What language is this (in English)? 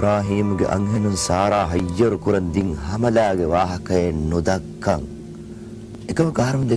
Divehi